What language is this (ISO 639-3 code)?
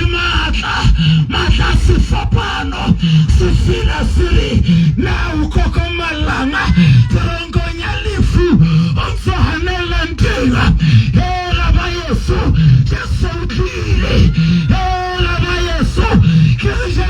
sot